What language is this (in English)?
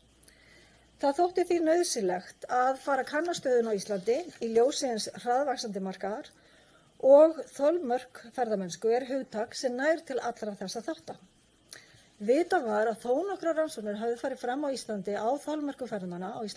Icelandic